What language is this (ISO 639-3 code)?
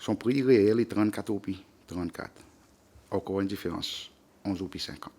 crs